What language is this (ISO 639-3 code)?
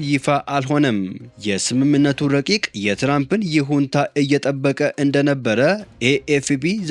amh